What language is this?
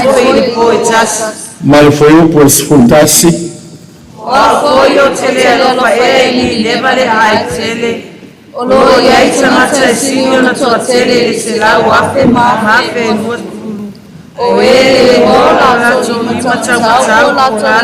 Samoan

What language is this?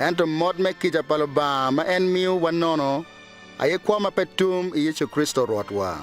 Acoli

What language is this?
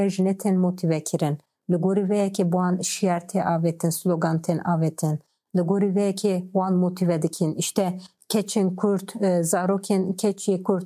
Kurdish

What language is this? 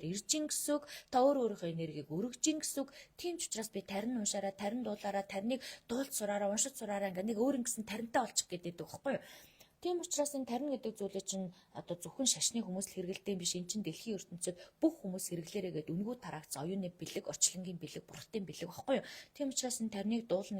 Mongolian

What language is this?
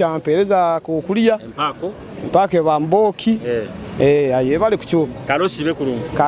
Nyoro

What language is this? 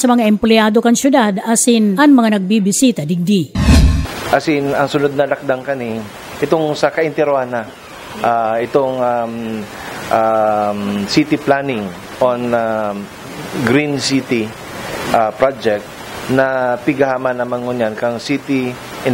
Bikol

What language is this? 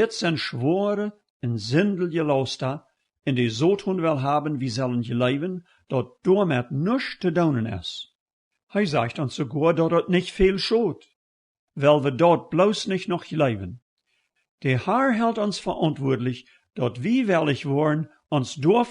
Plautdietsch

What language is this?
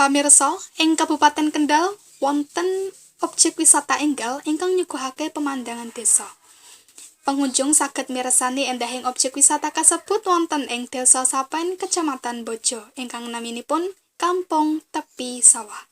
Javanese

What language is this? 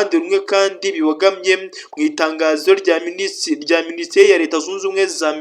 Kinyarwanda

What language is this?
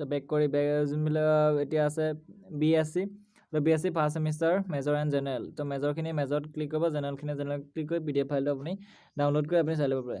Assamese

